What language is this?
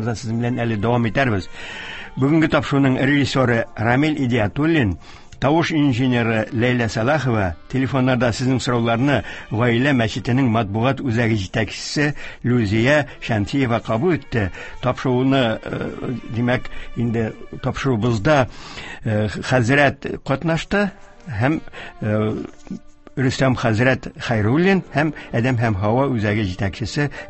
Tatar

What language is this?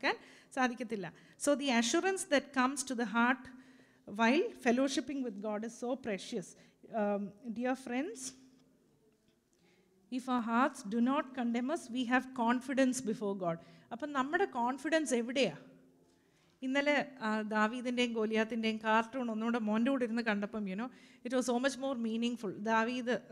Malayalam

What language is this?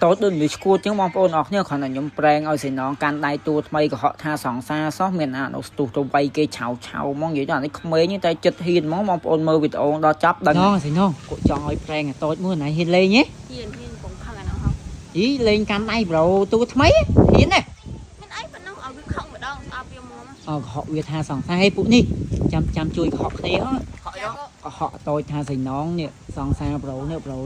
Khmer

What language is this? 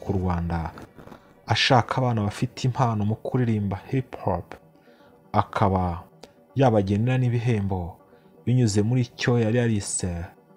Kinyarwanda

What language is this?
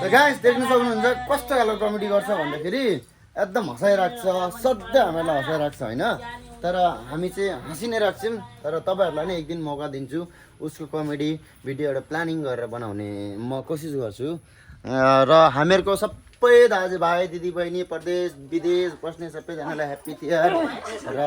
Nepali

